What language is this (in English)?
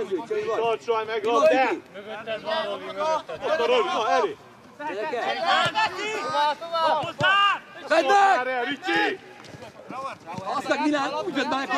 Hungarian